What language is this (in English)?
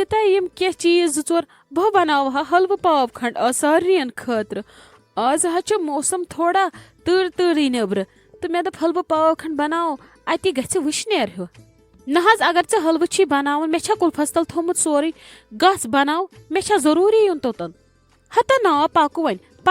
Kashmiri